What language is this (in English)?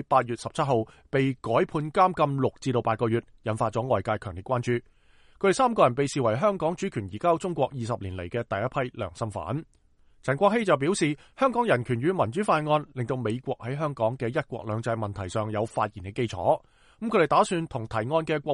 Cantonese